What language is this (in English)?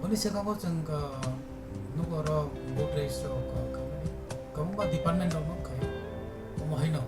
Kok Borok